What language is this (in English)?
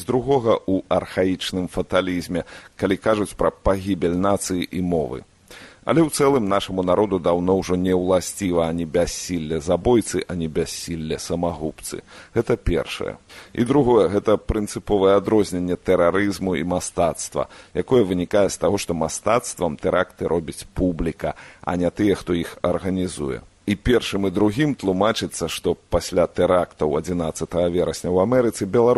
Belarusian